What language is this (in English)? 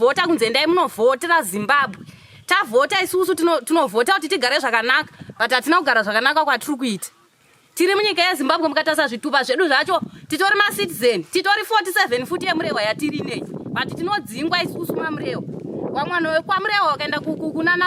Shona